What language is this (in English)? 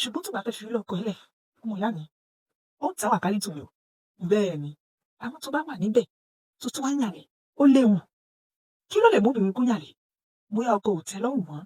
Yoruba